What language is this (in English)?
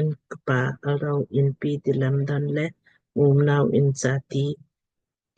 Lamkang